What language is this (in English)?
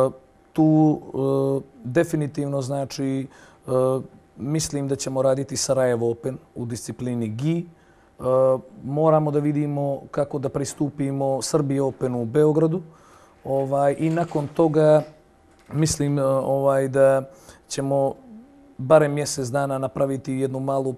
Bosnian